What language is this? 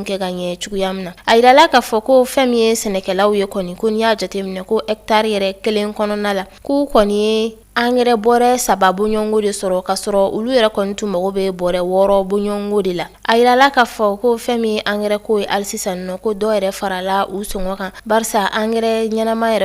Bambara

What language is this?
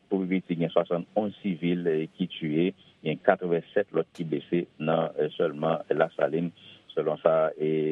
Haitian Creole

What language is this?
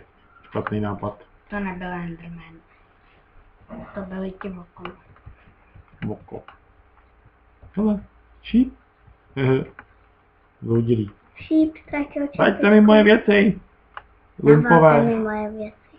Czech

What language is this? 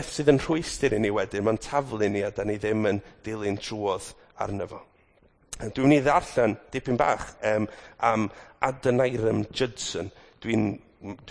Welsh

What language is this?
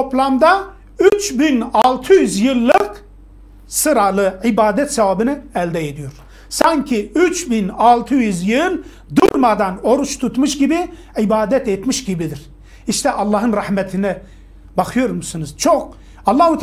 Turkish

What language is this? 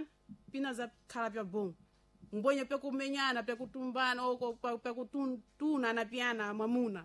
Sena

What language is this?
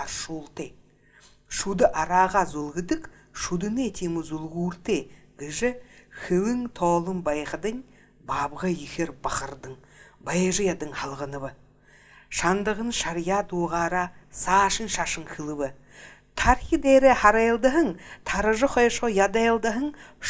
Buriat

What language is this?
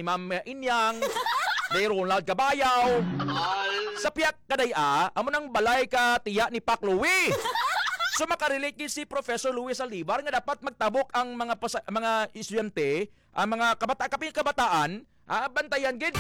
Hiligaynon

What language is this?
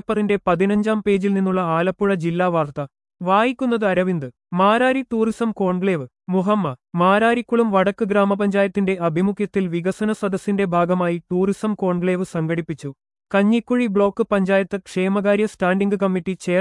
Malayalam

